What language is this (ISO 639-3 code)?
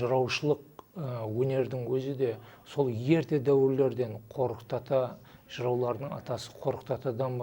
kaa